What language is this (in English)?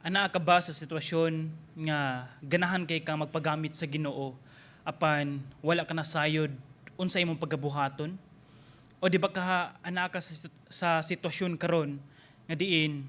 Cebuano